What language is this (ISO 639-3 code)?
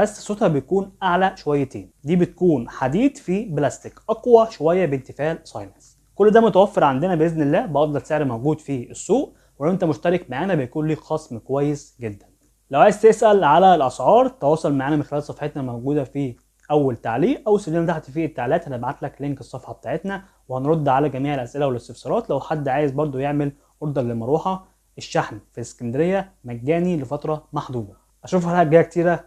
arz